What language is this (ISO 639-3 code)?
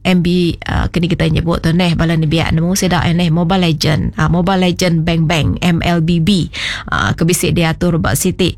iba